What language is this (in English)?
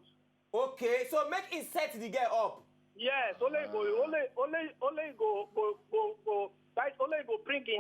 Nigerian Pidgin